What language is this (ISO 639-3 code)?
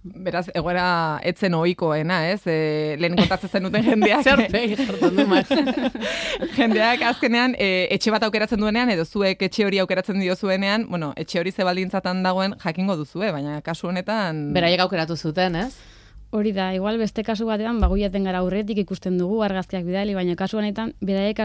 eus